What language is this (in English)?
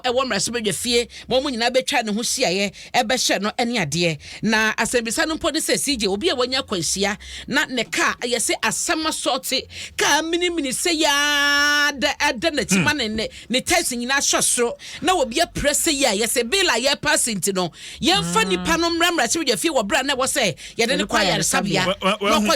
Akan